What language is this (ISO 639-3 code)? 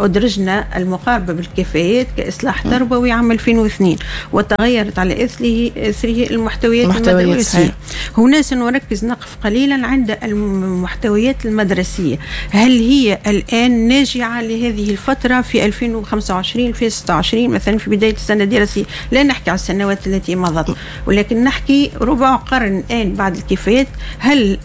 aeb